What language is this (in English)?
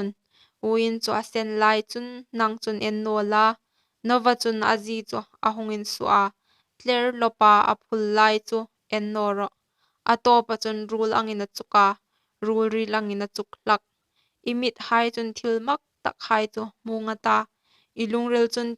Hmar